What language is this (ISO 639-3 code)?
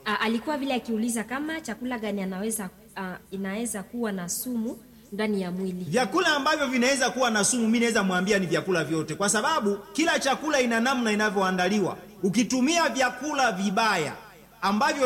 swa